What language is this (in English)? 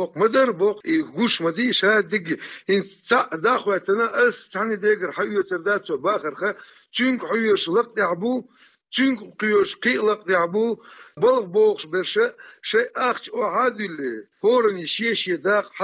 Chechen